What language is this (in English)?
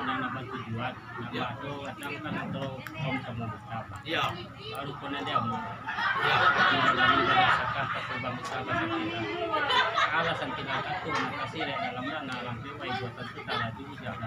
Minangkabau